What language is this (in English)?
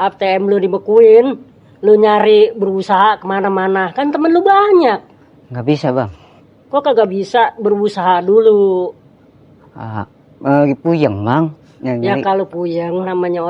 Betawi